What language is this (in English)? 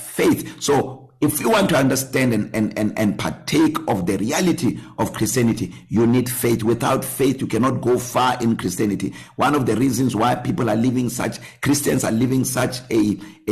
English